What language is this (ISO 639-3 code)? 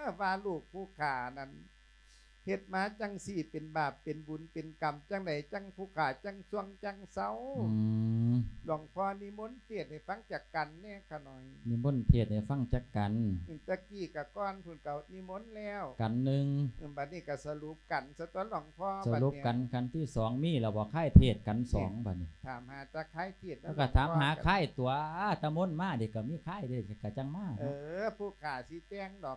lao